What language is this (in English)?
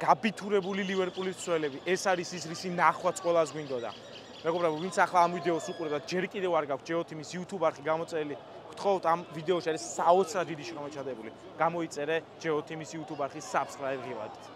Georgian